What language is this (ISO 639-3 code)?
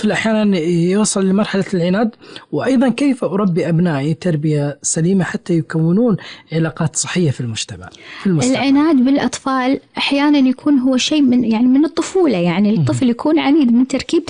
afb